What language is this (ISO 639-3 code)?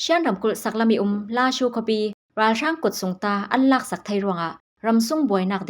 cfm